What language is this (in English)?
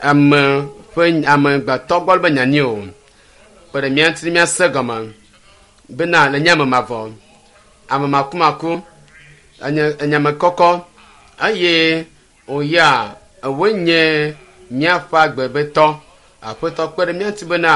Ewe